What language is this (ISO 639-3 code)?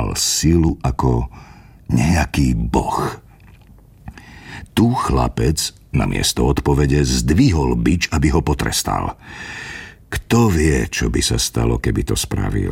slk